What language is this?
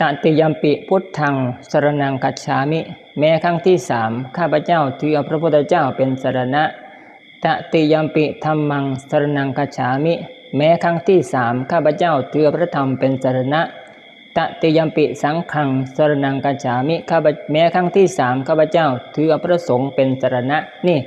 Northeastern Thai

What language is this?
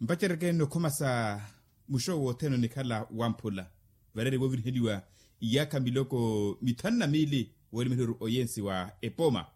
Makhuwa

